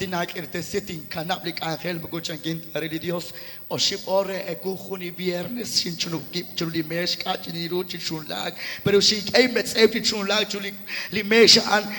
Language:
Kekchí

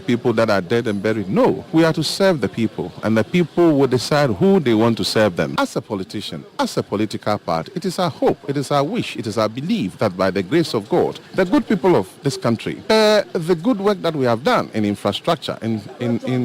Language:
Akan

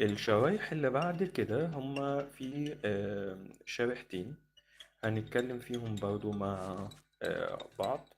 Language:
Egyptian Arabic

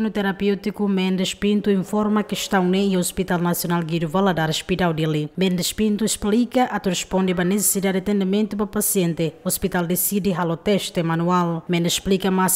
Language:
Tetum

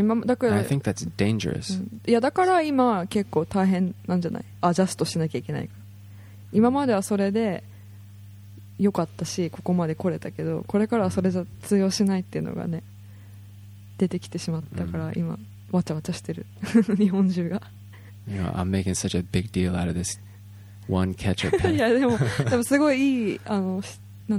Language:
Japanese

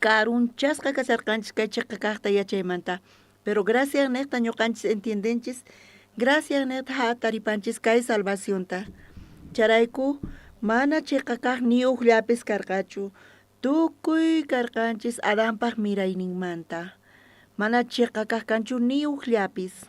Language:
South Bolivian Quechua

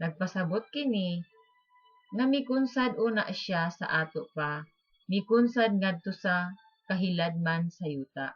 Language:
Cebuano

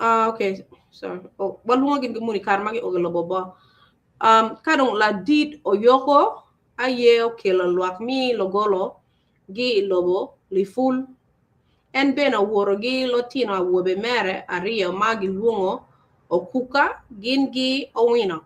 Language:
Acoli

